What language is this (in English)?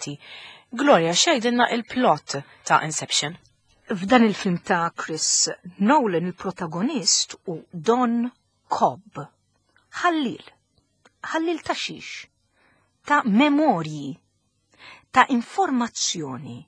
Maltese